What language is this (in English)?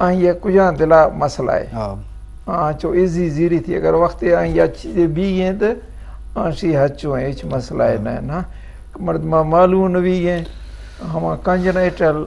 Eastern Balochi